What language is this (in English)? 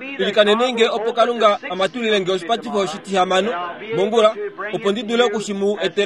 Kuanyama